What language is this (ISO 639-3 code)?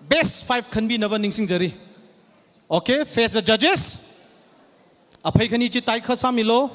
nmf